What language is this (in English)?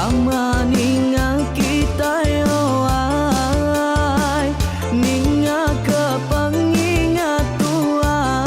Iban